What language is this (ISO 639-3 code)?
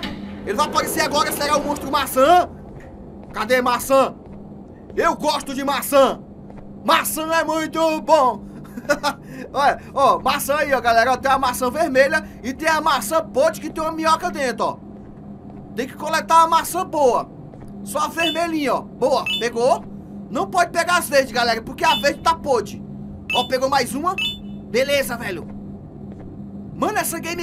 por